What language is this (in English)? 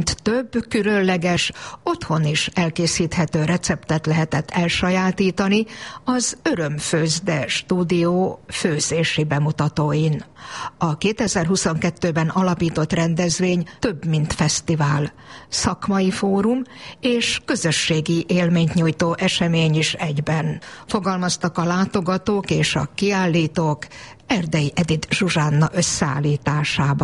Hungarian